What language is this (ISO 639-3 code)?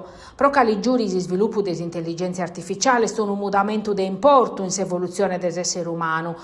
srd